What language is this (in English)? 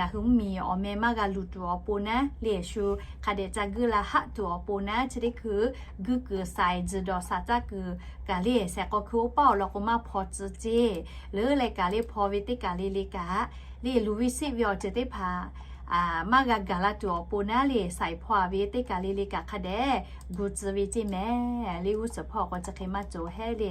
Lahu